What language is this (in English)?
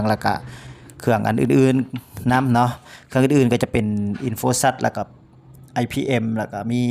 Lao